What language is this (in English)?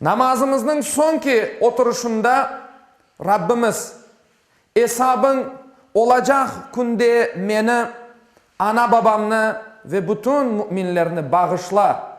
Crimean Tatar